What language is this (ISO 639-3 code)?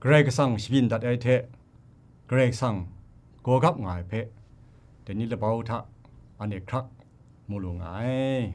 kac